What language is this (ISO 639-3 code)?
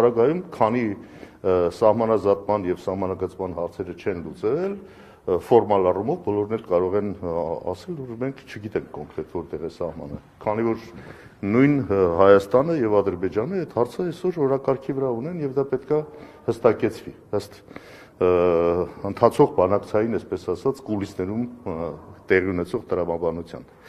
hye